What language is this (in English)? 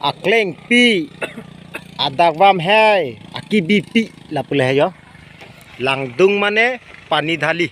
Karbi